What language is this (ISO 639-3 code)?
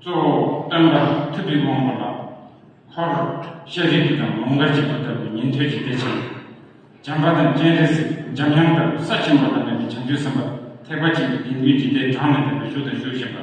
bod